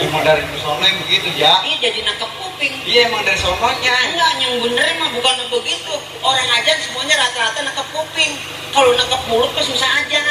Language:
Betawi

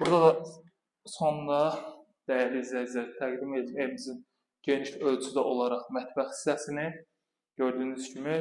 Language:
Azerbaijani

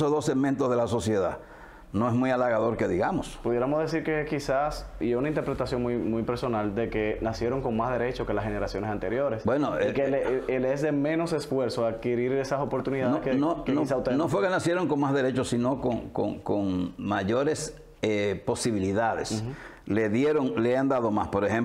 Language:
Spanish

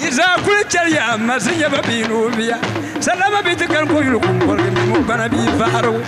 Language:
Dagbani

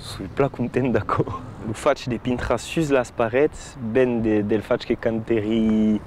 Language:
Occitan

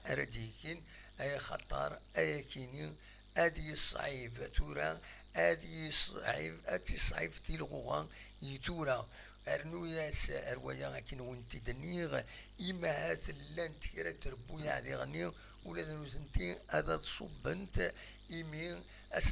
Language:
Kabyle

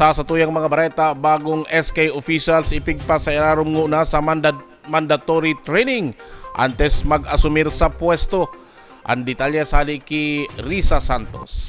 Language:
Bikol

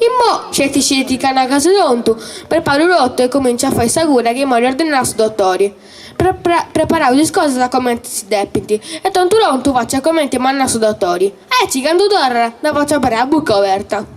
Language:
Sardinian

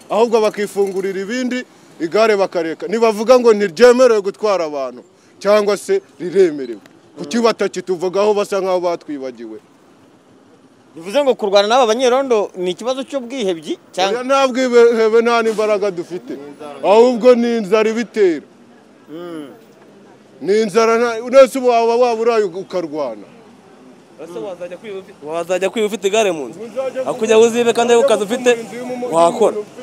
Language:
Kinyarwanda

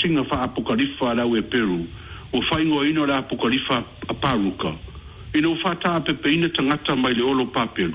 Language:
Samoan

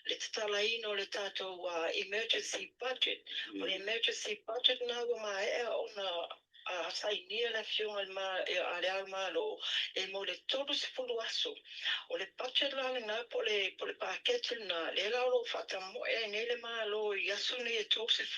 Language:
Samoan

